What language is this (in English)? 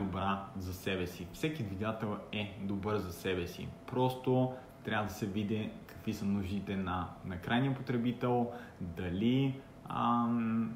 Bulgarian